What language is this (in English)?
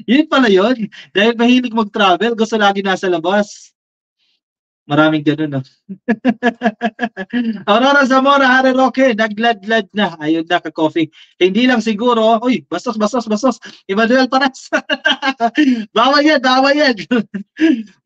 Filipino